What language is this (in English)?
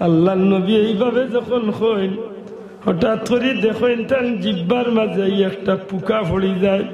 Sylheti